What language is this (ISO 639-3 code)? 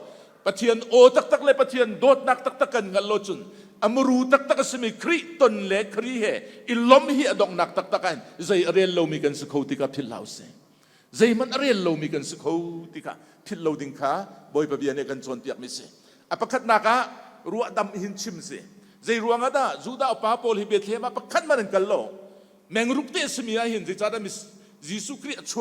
cnh